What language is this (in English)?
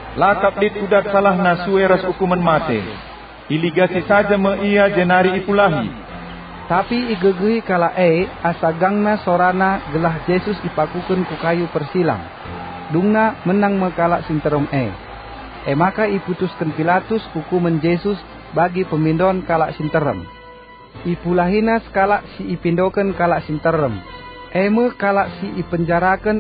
Batak Karo